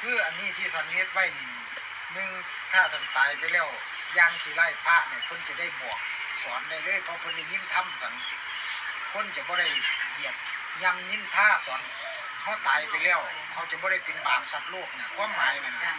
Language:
Northeastern Thai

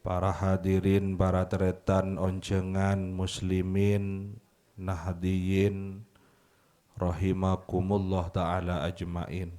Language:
Madurese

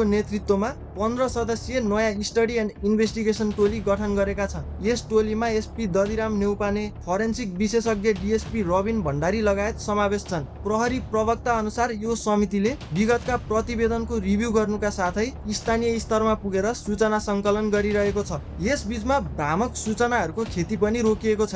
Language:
Nepali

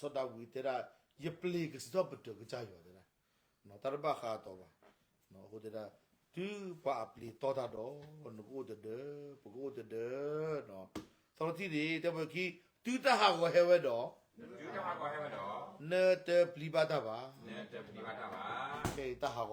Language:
S'gaw Karen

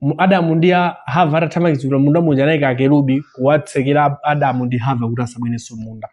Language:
Nyanja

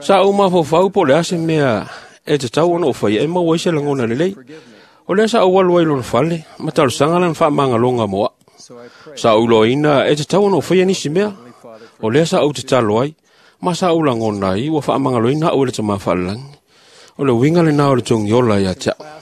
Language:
Samoan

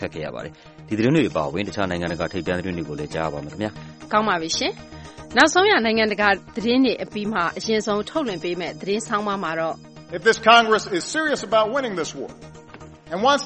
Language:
Burmese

